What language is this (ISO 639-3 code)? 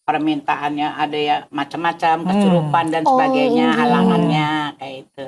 bjn